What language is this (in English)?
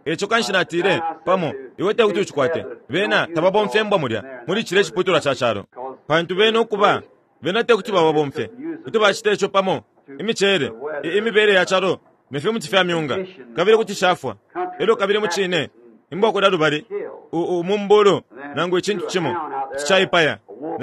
Bemba